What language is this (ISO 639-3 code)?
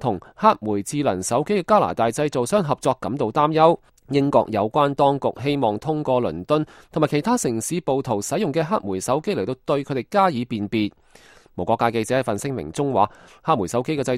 yue